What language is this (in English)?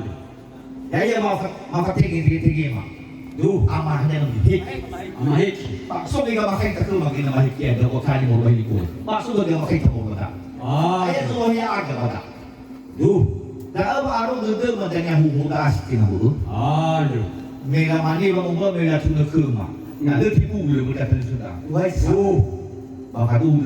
Nias